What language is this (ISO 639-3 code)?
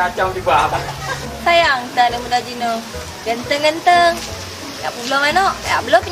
ace